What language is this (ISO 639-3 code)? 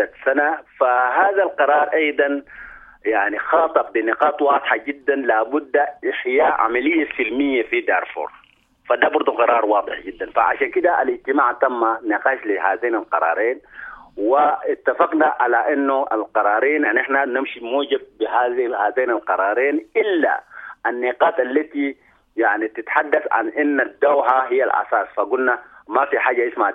apd